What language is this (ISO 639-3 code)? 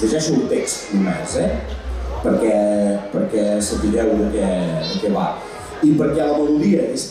cat